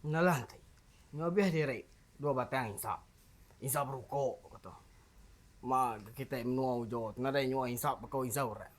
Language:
Iban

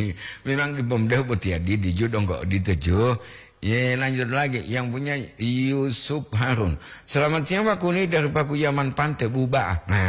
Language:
Gorontalo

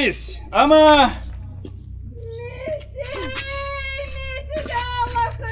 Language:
Gagauz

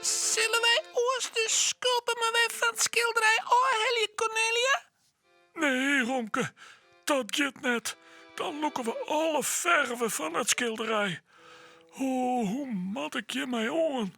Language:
Western Frisian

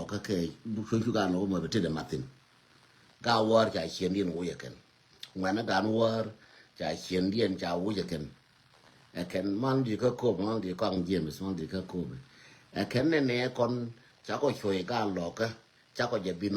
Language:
Nuer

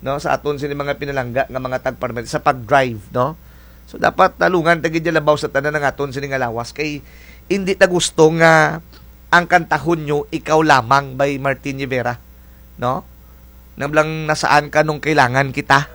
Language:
Kinaray-a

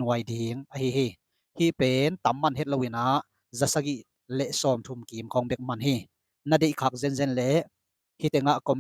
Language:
Tedim Chin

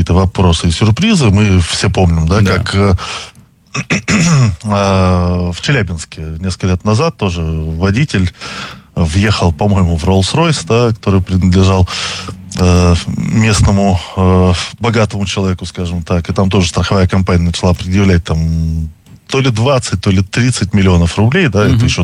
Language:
Russian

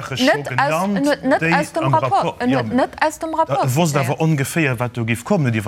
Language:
Luxembourgish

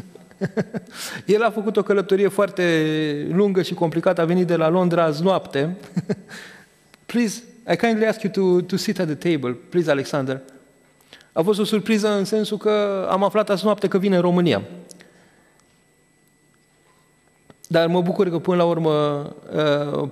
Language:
Romanian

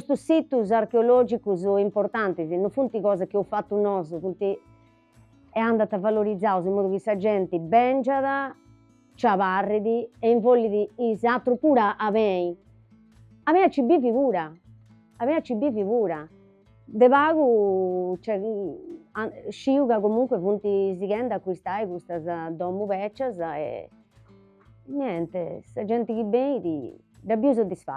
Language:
Sardinian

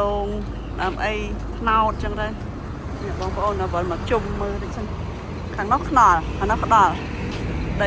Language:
Khmer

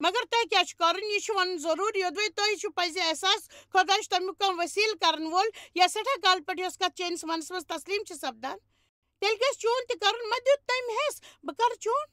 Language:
Kashmiri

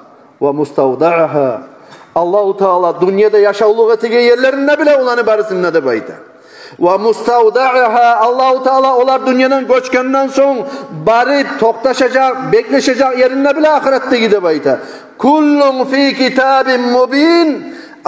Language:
Kumyk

